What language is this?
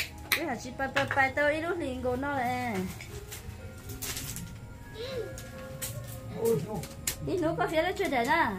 Vietnamese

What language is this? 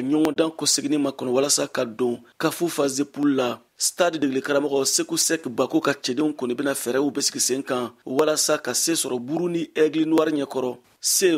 Bambara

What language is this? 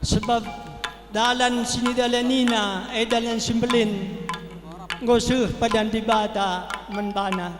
Batak Karo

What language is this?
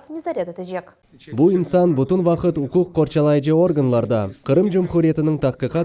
Crimean Tatar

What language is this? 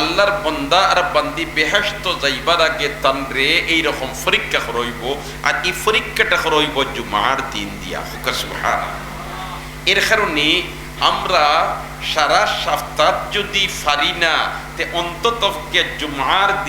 Sylheti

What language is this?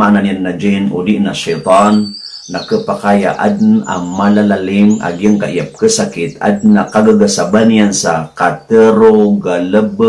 Maranao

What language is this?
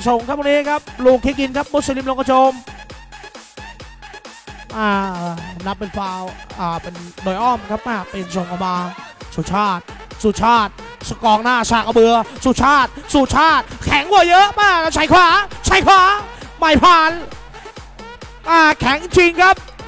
Thai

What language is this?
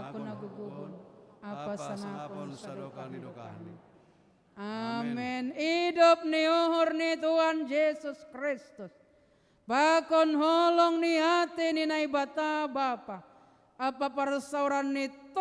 Batak Simalungun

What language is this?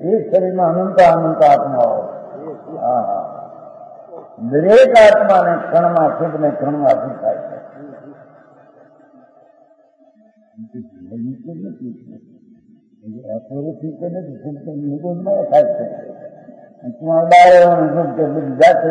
Gujarati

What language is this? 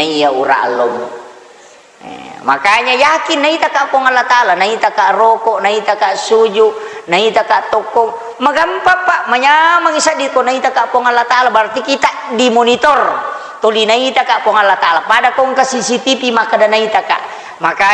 Buginese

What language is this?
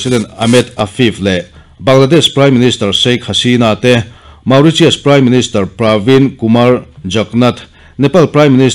Mizo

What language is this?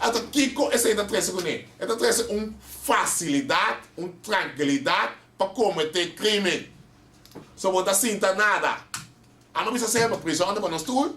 Papiamento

